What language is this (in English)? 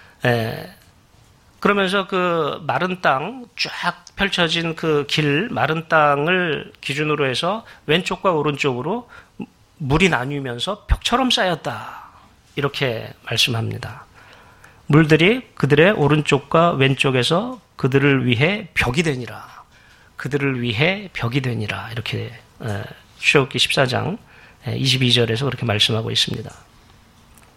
Korean